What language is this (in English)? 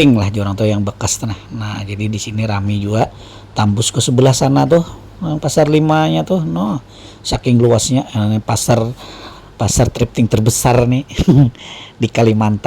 Banjar